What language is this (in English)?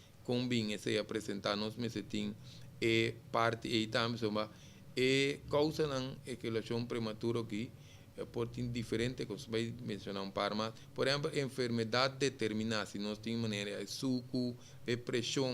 Papiamento